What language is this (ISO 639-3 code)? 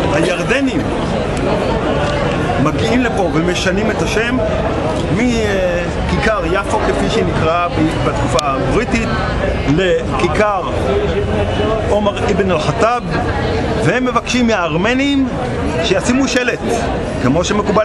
heb